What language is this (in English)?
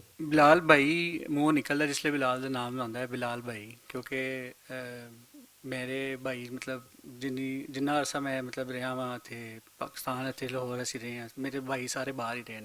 Western Panjabi